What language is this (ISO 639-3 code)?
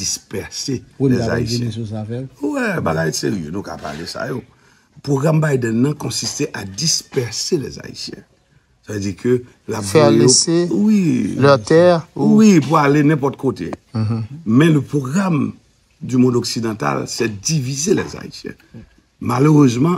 hat